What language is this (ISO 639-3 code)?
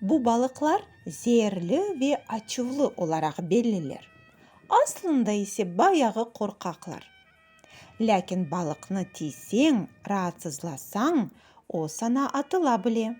crh